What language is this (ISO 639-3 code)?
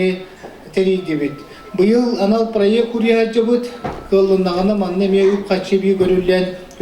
sah